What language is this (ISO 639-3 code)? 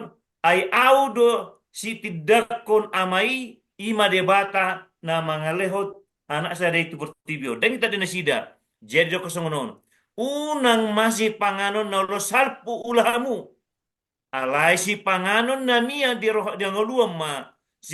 bbc